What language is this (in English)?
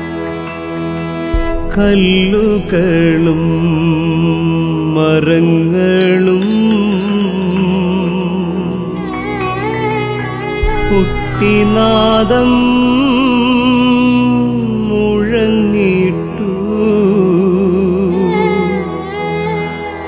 Malayalam